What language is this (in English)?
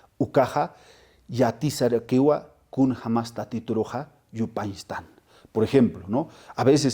Aymara